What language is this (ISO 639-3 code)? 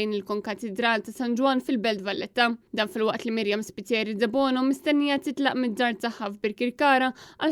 mlt